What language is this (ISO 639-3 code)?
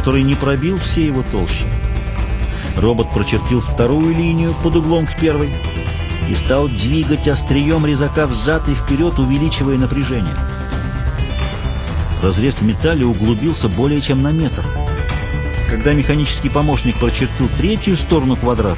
rus